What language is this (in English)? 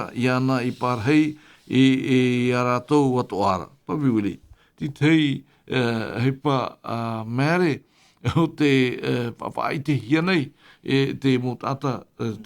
Tahitian